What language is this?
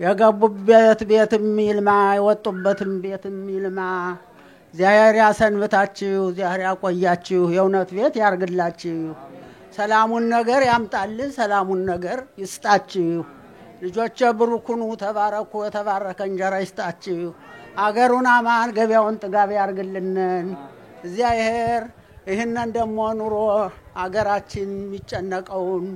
Amharic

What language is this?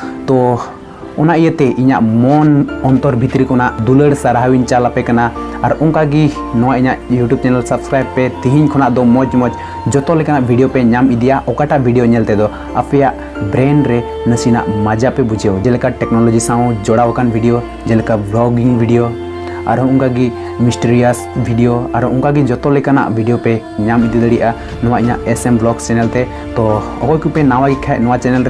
Santali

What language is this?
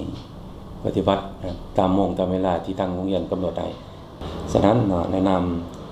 Lao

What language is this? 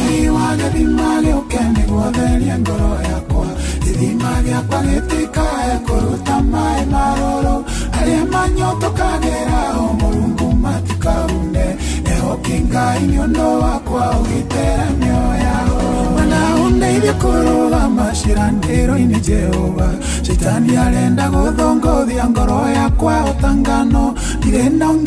Kikuyu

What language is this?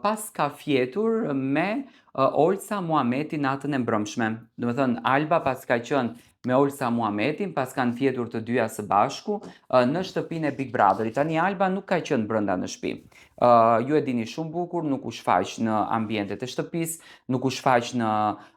Albanian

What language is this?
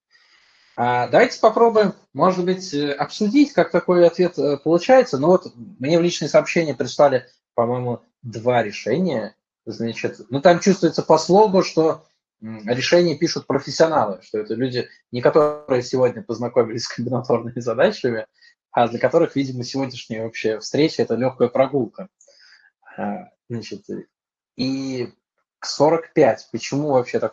Russian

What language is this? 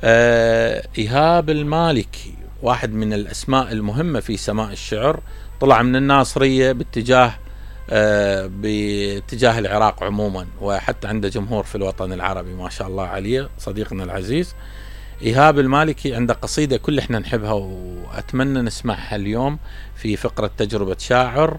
Mesopotamian Arabic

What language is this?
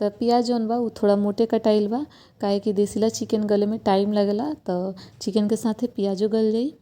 Bhojpuri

